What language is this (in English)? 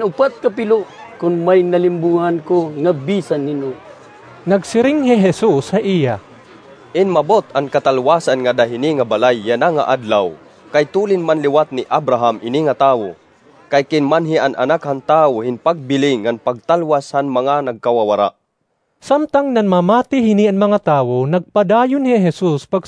Waray